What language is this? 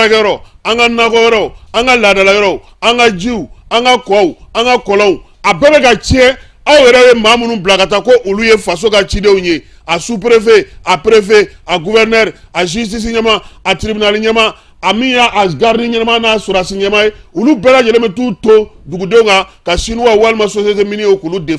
Bambara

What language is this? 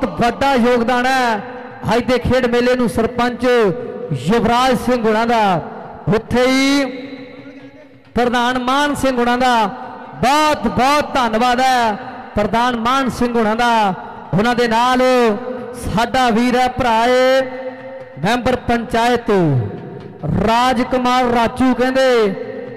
Punjabi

